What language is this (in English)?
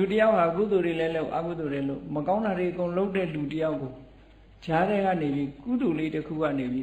Burmese